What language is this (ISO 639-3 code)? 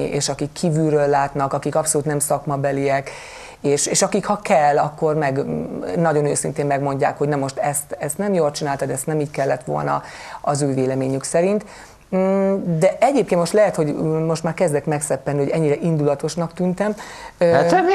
hun